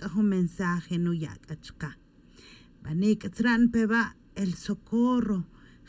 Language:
Tz'utujil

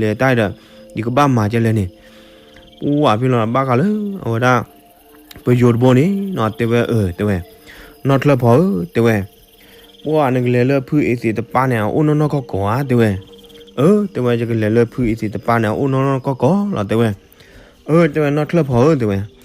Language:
S'gaw Karen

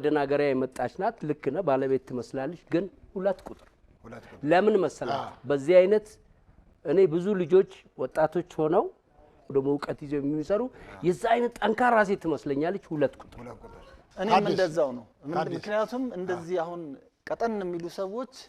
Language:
Amharic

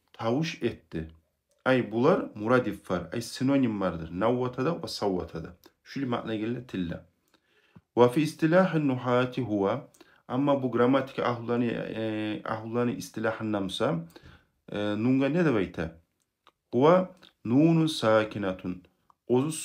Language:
Kumyk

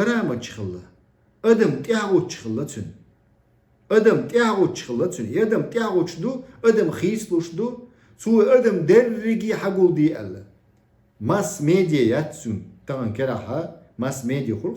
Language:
Chechen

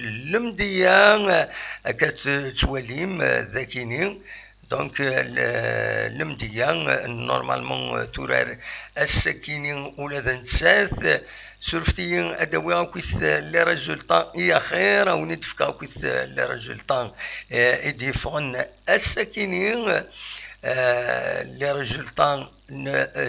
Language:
Kabyle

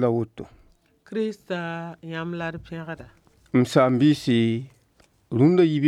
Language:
Mossi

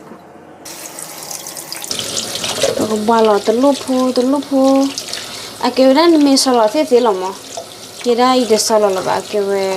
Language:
S'gaw Karen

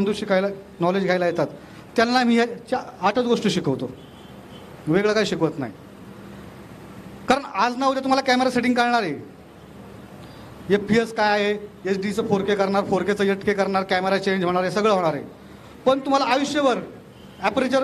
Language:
Marathi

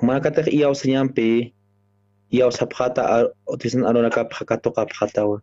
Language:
Aymara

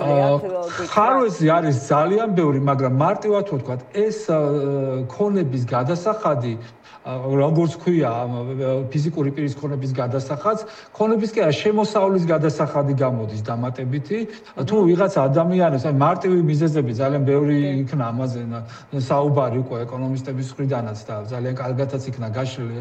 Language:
Georgian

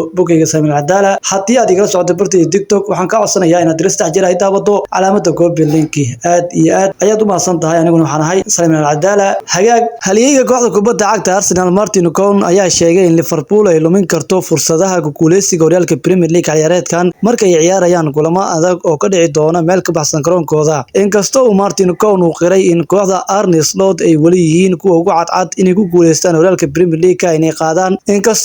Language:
Somali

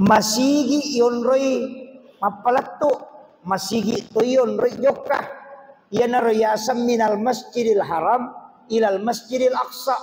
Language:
Buginese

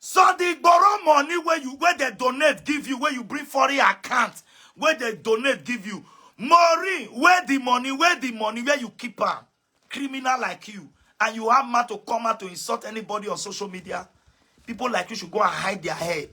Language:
Nigerian Pidgin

